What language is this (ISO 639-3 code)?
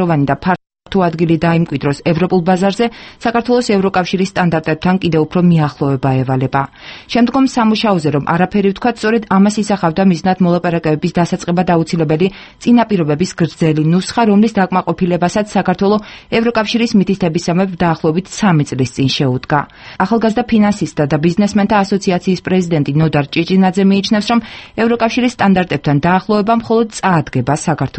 kat